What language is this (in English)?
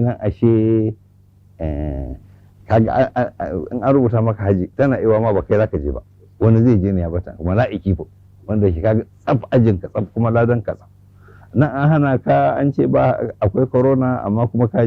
Hausa